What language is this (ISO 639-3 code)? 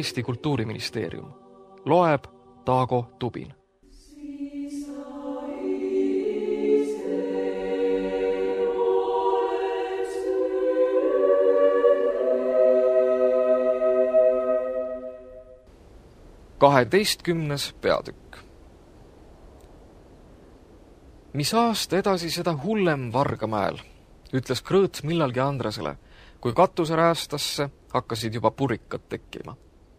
est